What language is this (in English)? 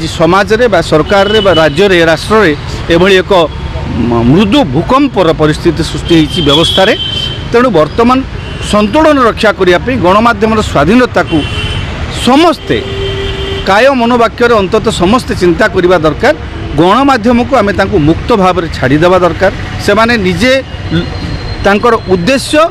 Odia